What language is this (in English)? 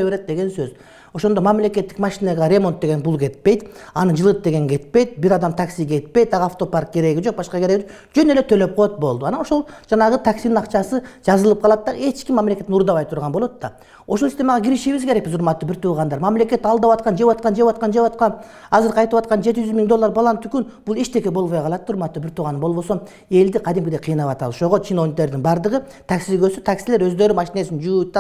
Kyrgyz